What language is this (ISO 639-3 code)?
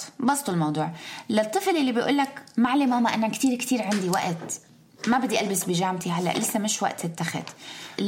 apc